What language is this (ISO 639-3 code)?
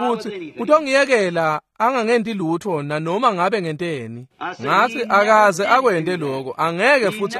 ssw